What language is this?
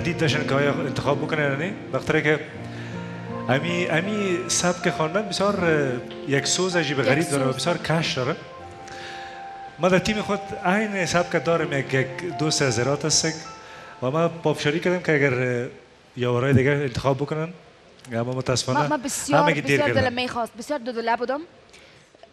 Persian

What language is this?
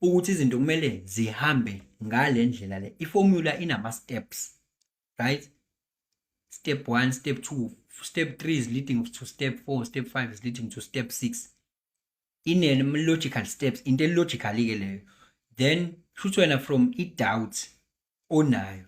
Zulu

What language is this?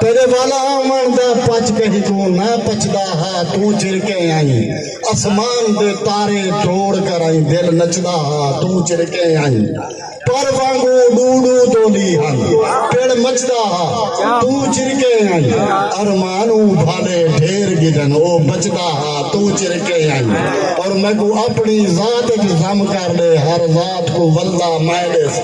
Saraiki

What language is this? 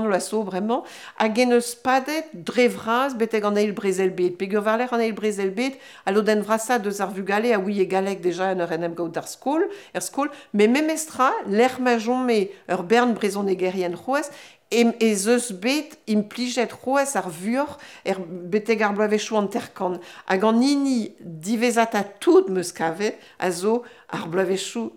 Breton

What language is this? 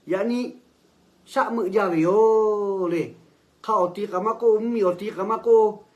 Lahu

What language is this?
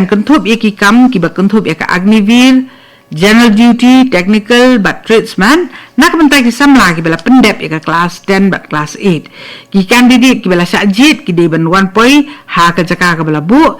Khasi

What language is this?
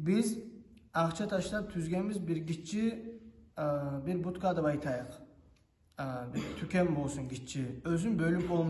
Kumyk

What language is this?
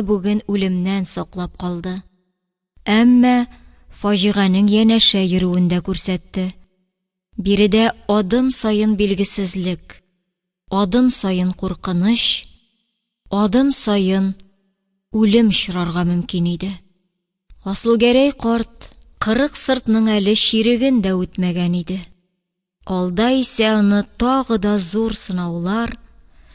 Tatar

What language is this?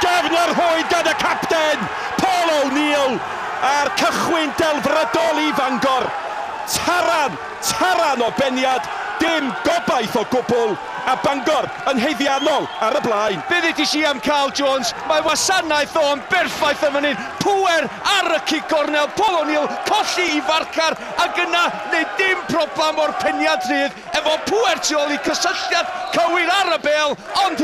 Welsh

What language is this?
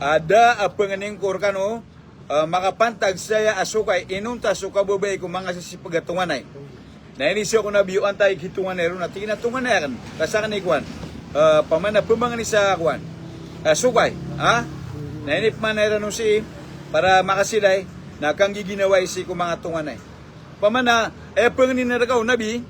Maranao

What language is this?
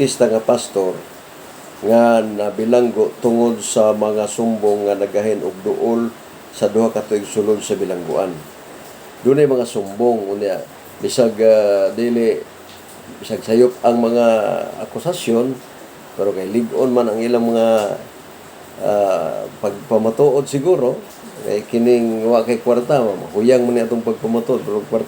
Cebuano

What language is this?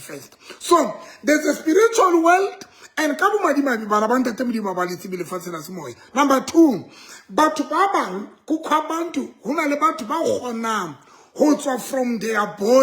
Southern Sotho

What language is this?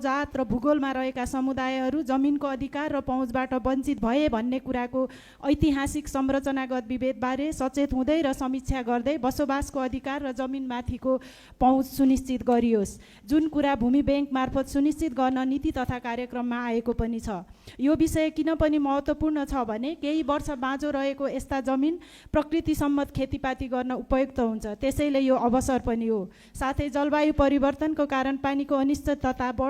Nepali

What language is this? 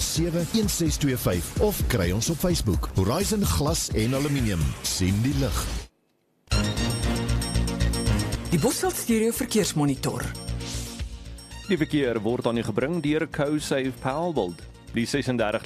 Afrikaans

